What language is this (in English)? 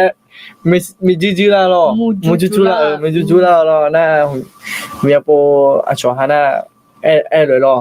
Akha